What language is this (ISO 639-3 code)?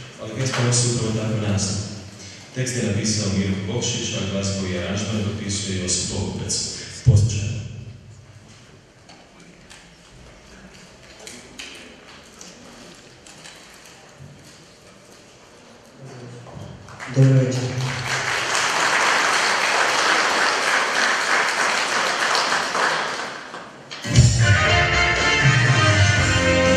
hrv